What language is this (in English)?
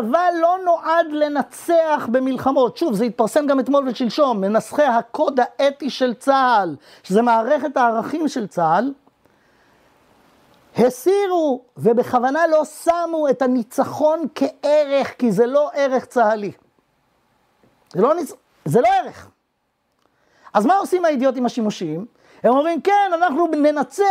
Hebrew